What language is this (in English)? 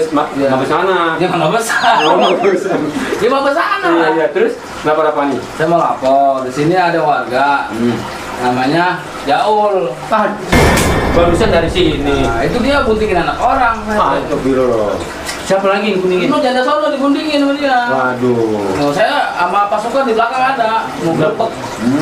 Betawi